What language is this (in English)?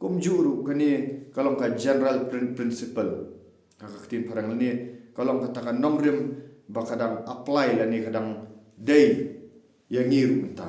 Khasi